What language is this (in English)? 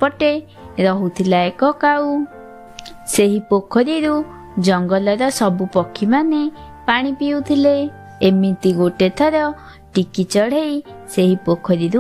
Odia